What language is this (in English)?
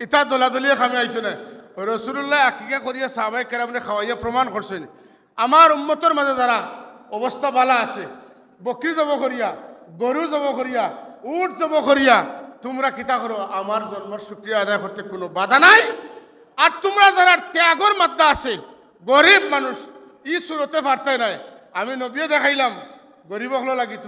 Sylheti